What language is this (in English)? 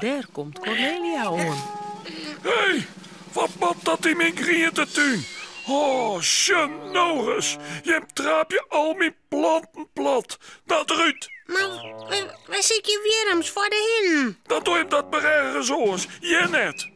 Western Frisian